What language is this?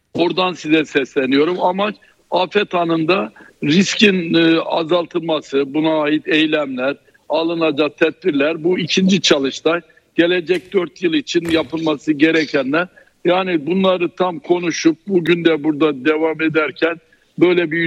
Turkish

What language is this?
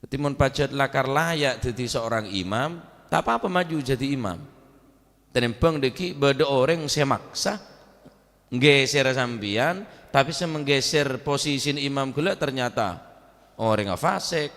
Madurese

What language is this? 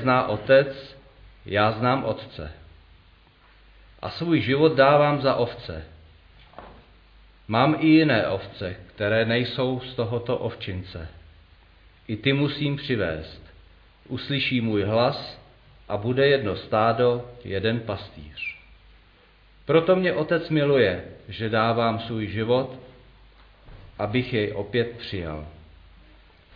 Czech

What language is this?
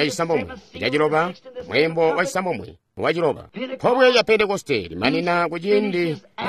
Tonga (Zambia)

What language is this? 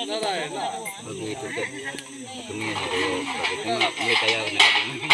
Iban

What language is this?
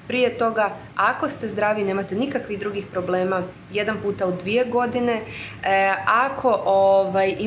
Croatian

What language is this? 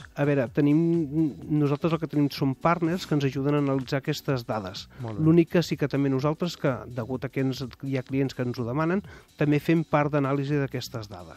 Catalan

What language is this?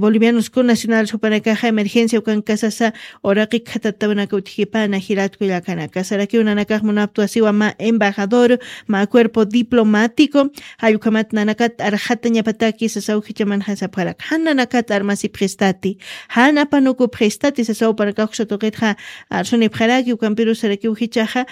Aymara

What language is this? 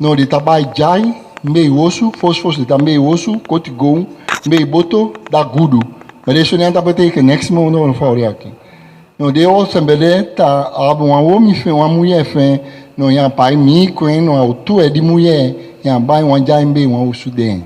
Saramaccan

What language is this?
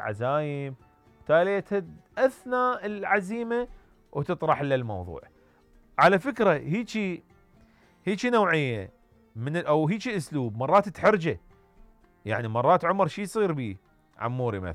Mesopotamian Arabic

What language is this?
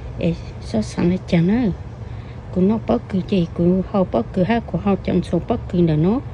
Hmong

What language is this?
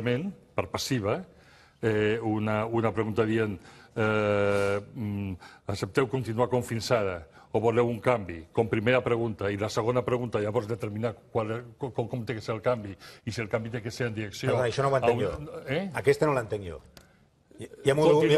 Catalan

